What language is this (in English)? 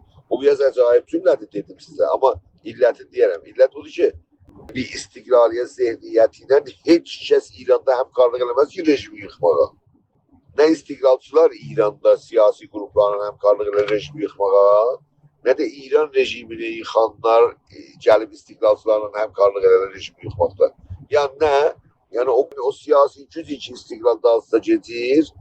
South Azerbaijani